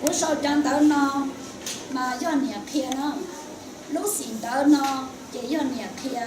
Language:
Hmong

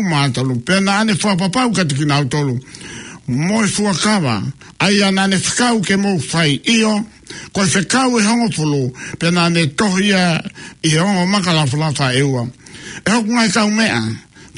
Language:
Tongan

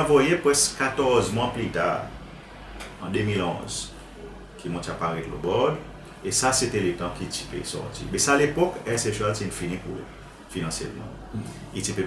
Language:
Seselwa Creole French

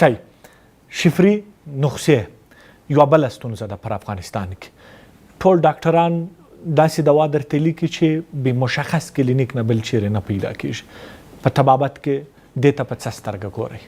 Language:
Pashto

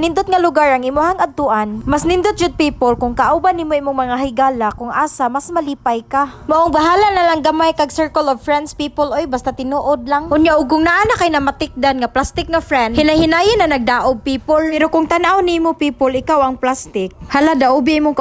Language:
Cebuano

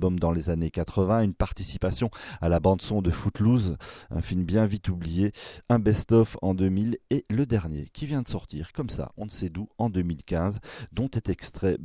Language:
French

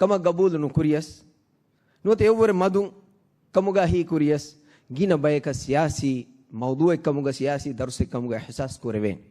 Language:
Divehi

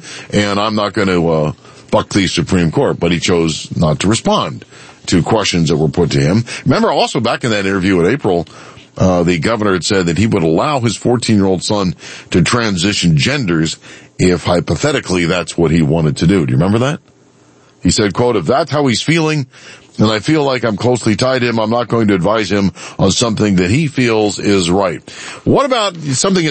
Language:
English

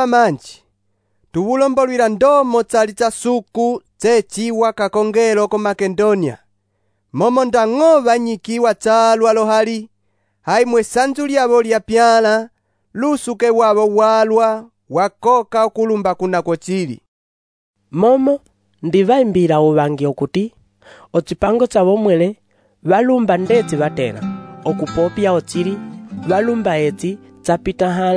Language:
Umbundu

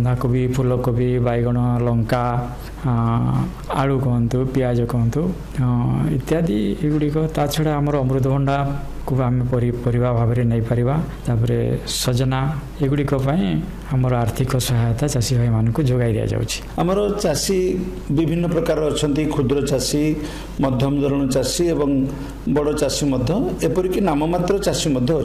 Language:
Odia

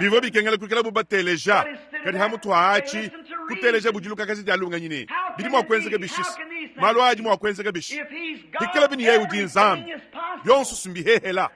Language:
Luba-Lulua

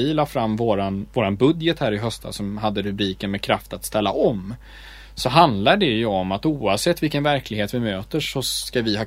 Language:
Swedish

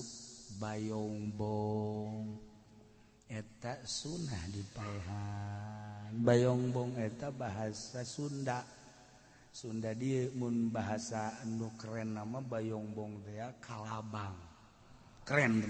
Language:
Sundanese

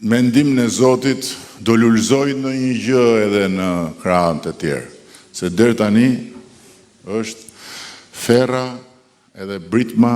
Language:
Albanian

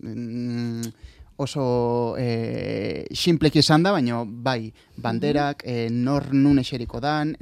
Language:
Basque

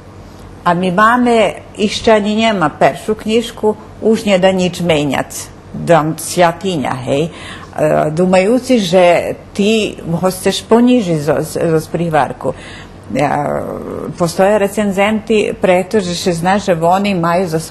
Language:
Rusyn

